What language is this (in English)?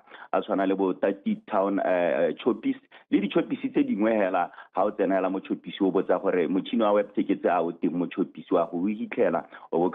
Tswana